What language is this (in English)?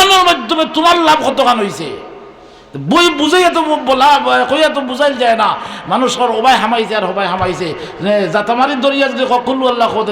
Sylheti